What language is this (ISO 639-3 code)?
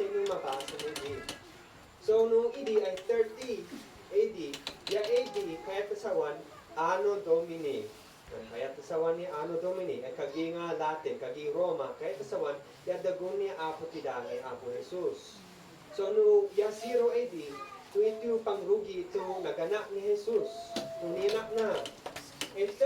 isd